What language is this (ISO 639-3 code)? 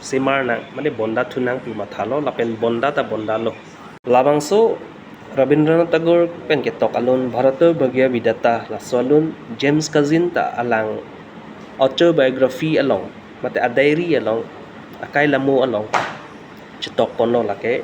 mjw